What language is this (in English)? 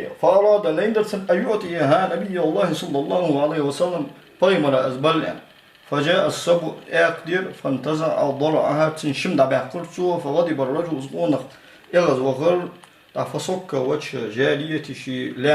Ingush